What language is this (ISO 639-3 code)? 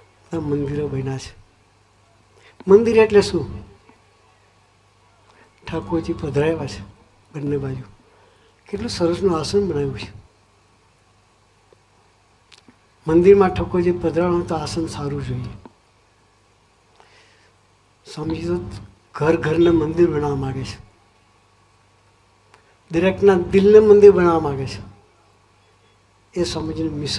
guj